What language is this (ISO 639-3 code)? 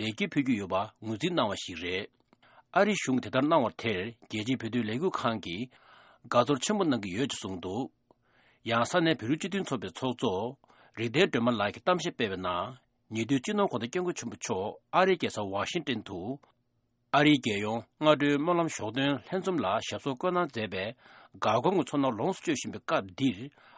bod